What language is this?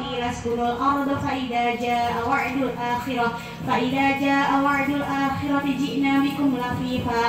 Arabic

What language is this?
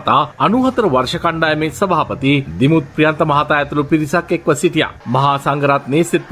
Sinhala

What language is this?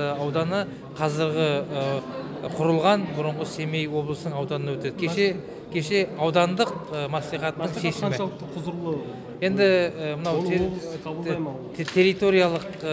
Kazakh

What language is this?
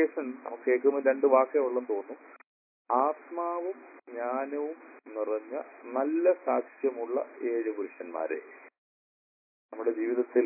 Malayalam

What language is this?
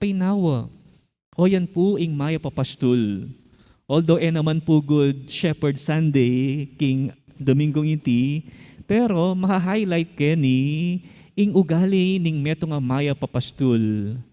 Pampanga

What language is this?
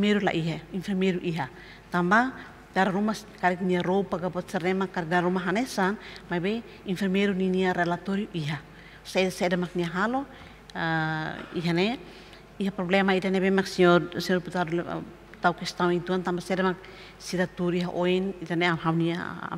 Tetum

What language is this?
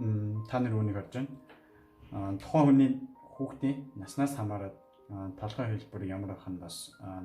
Mongolian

